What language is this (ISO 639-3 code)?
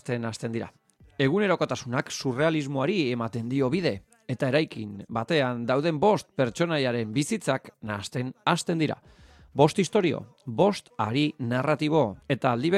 eus